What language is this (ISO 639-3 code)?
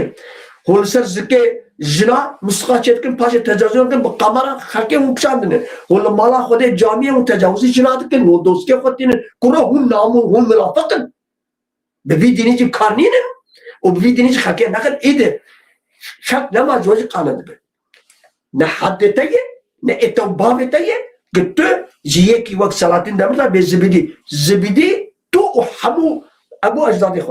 kur